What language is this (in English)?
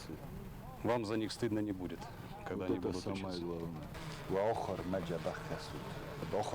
Ossetic